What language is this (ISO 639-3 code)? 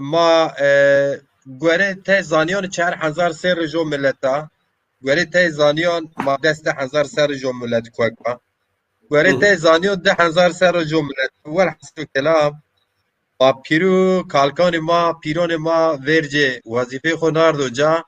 zza